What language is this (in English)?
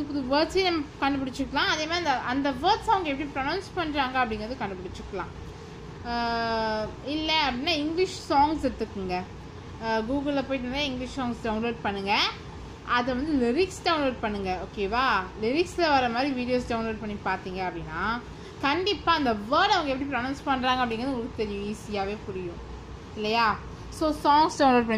Tamil